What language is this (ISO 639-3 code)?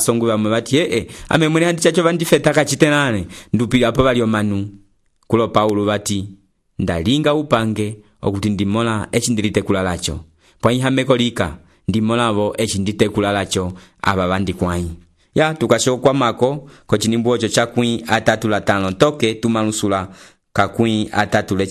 umb